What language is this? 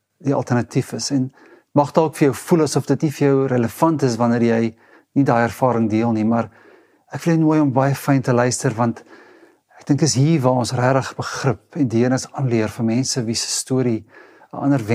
Afrikaans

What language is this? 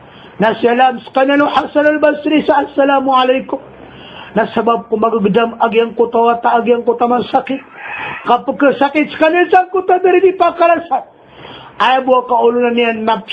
Maranao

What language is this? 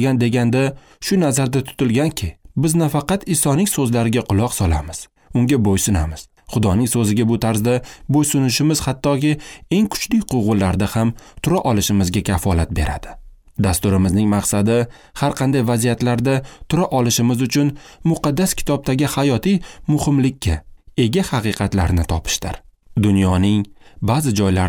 Uzbek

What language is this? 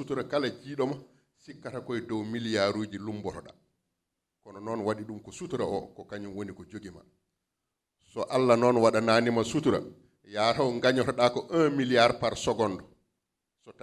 Fula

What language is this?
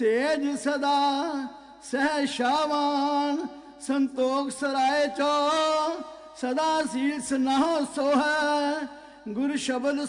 Punjabi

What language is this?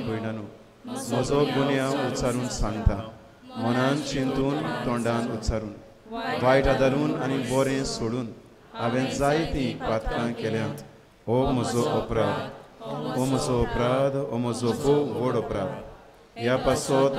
Konkani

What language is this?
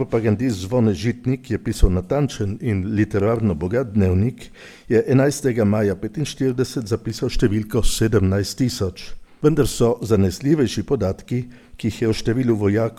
Slovenian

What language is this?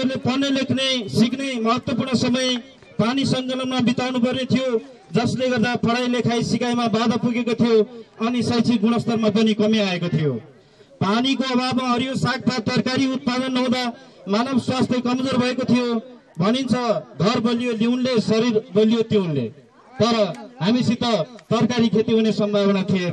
Nepali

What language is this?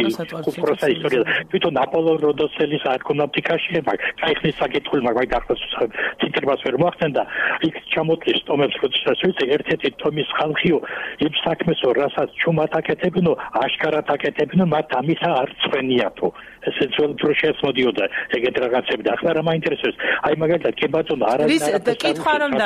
Georgian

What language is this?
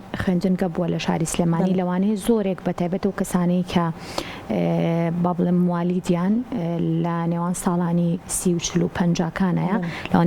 Central Kurdish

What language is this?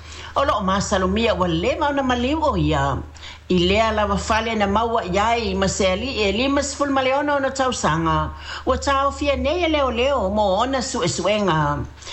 Samoan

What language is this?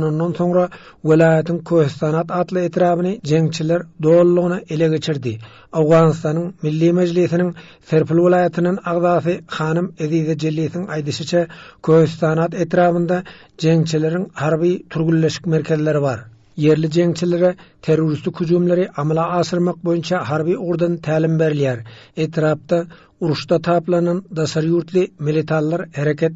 Turkmen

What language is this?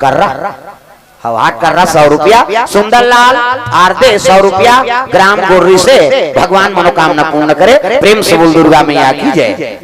Chhattisgarhi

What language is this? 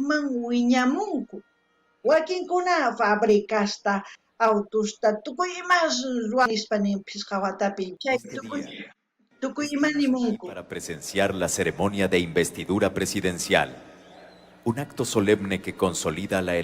South Bolivian Quechua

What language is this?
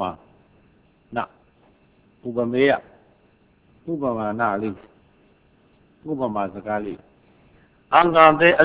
Burmese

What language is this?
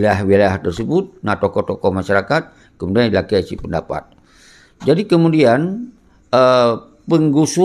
Achinese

